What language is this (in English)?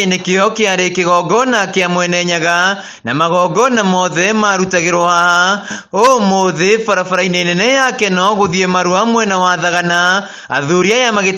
Kikuyu